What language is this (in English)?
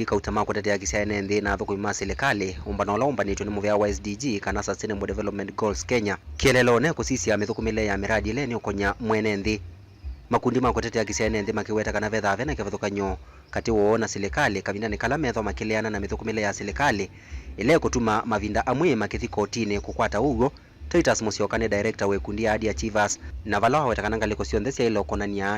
Kamba